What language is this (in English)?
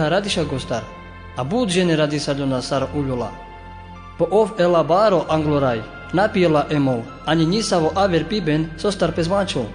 Carpathian Romani